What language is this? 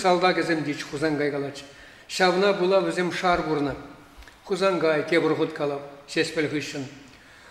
Chuvash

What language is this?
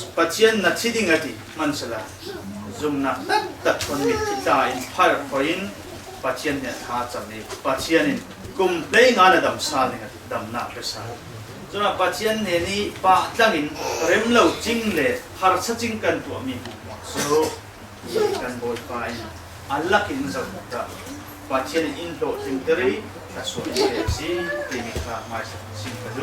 Falam Chin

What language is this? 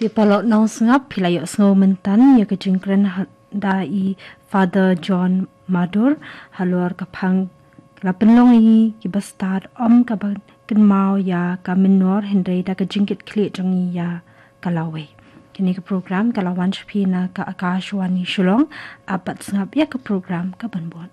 Khasi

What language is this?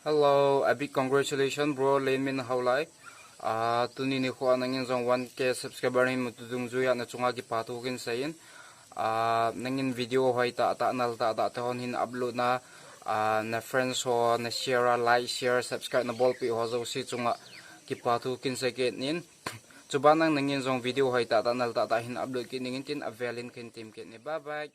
Thado Chin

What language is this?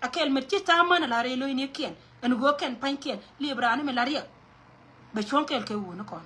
Nuer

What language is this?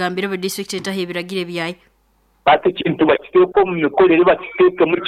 Nyoro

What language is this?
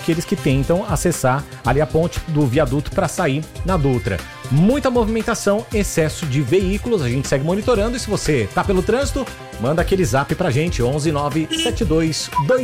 Portuguese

